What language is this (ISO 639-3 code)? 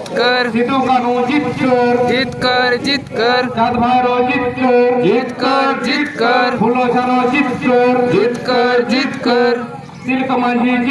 sat